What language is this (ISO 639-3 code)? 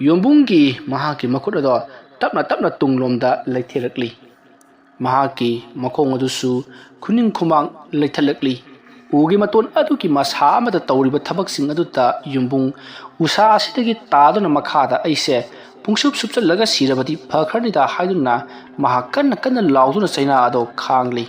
mni